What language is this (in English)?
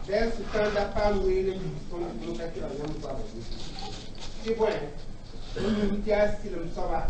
Mossi